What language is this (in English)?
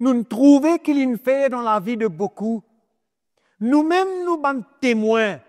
Morisyen